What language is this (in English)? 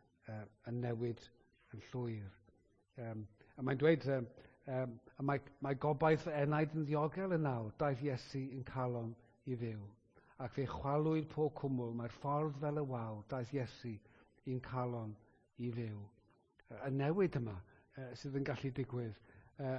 Welsh